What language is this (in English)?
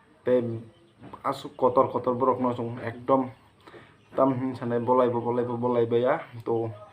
Kok Borok